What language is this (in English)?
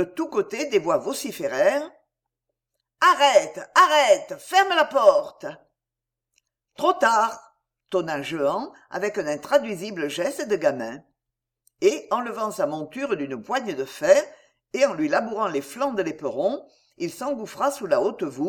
French